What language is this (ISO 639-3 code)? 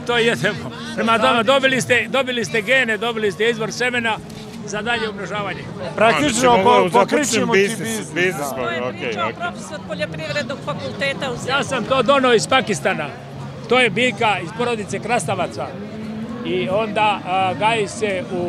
srp